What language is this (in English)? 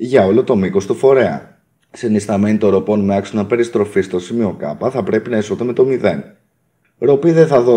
Greek